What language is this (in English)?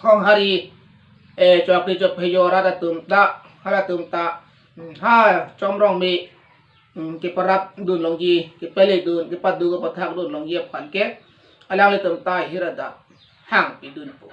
Karbi